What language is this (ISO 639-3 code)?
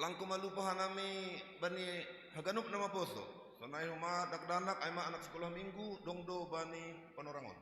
bts